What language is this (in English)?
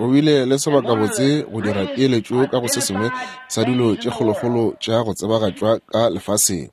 Northern Sotho